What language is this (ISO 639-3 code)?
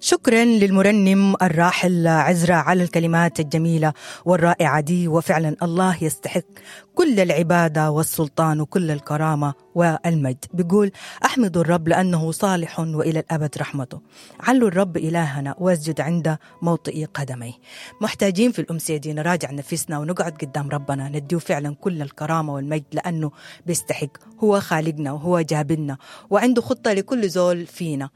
apd